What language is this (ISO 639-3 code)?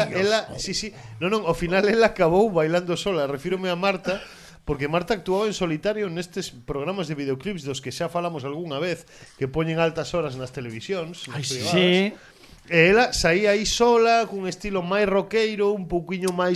glg